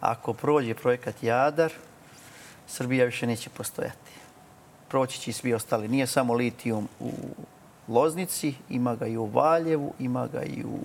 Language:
Serbian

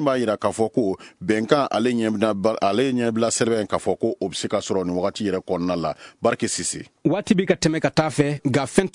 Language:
Bambara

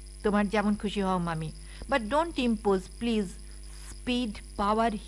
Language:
Bangla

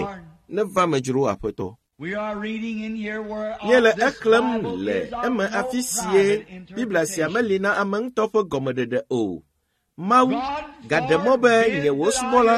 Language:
Ewe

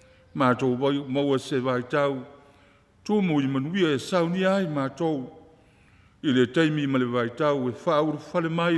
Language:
Samoan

